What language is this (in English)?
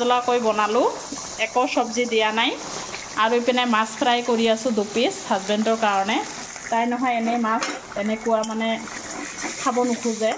Assamese